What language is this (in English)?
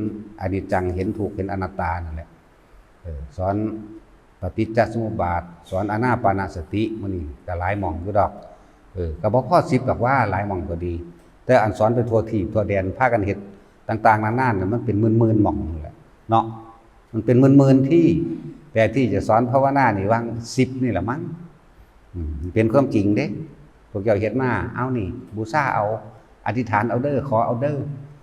Northeastern Thai